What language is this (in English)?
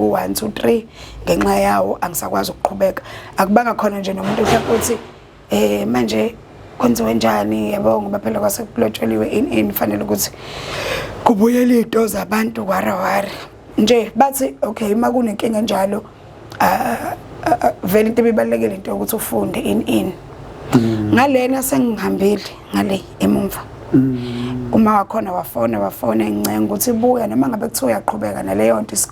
Zulu